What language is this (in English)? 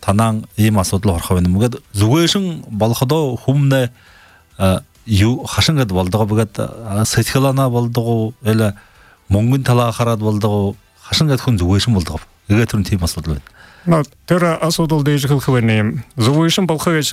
Buriat